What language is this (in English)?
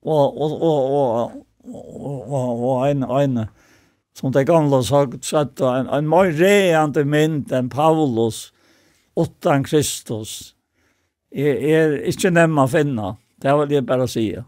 Faroese